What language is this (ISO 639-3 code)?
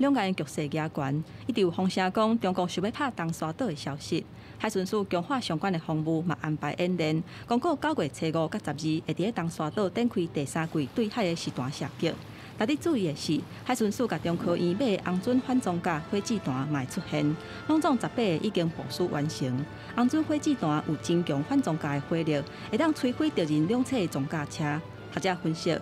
nan